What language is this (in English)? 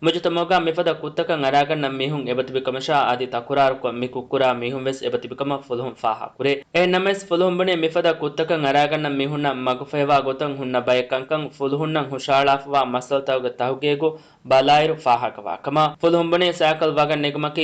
Divehi